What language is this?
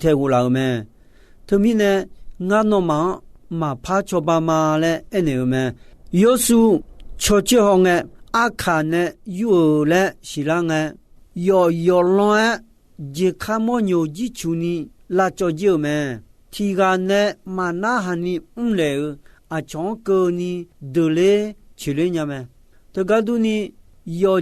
Akha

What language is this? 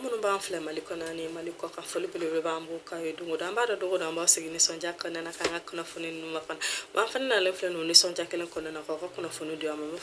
Bambara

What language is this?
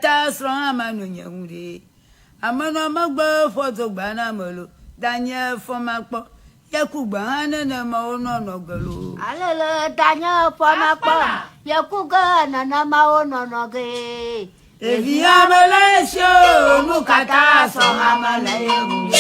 Ewe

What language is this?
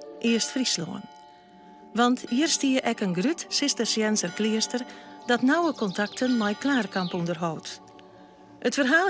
Western Frisian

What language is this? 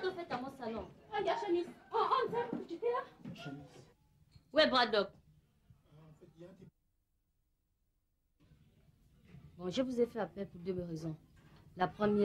French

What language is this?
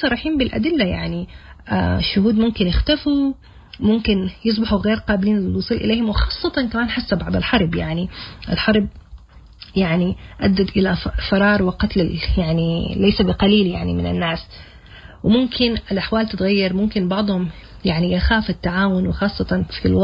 Sudanese Arabic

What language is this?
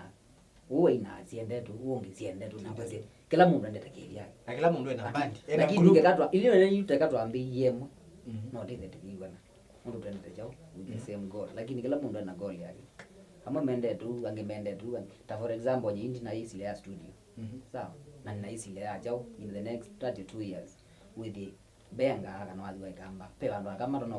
Kamba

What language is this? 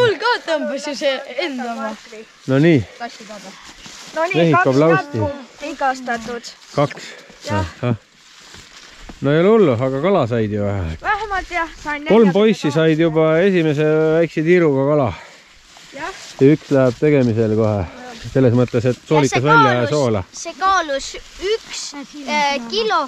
Estonian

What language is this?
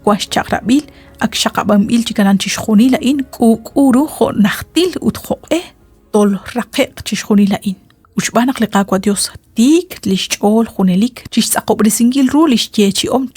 Kekchí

